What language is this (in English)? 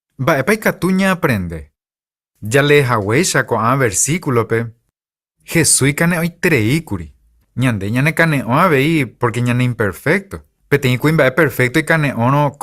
Guarani